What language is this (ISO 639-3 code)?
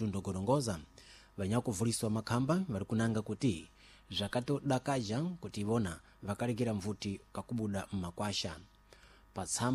seh